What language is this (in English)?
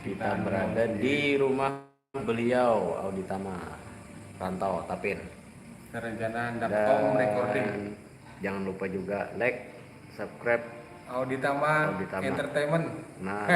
Banjar